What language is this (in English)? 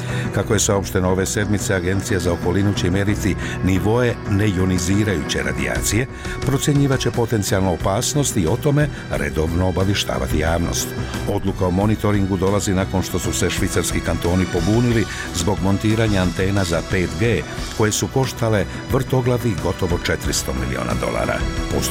Bosnian